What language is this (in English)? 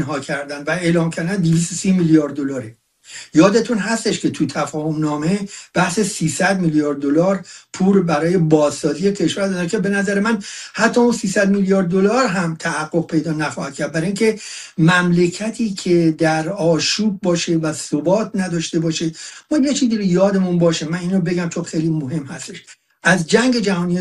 Persian